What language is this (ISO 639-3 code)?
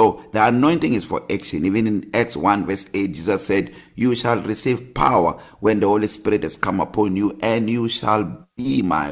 eng